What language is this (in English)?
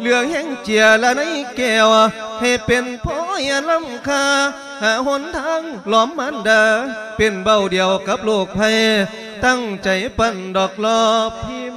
Lao